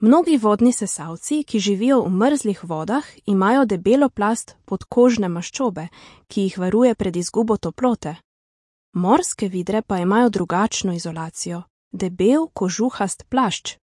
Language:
Serbian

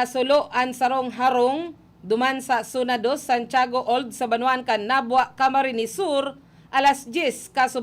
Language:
Bikol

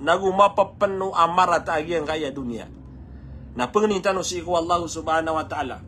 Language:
Maranao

